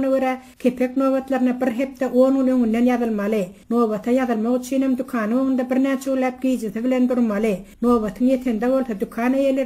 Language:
Turkmen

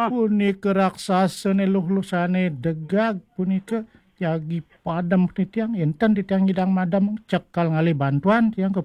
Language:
Balinese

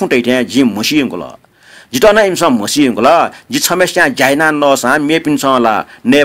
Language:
Newari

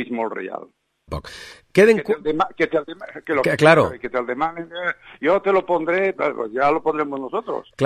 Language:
Catalan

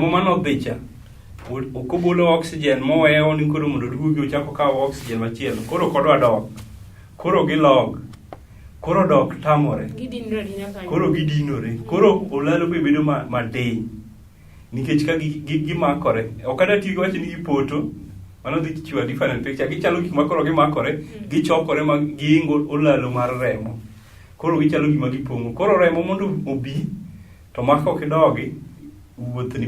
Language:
Luo (Kenya and Tanzania)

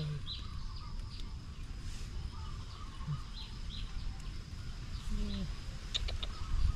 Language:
Vietnamese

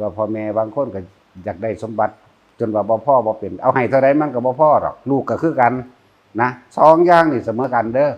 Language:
Northeastern Thai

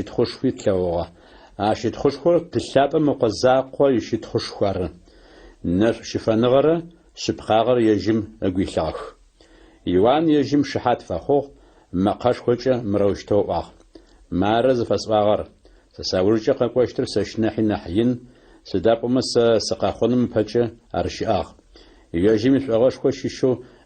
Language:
Adyghe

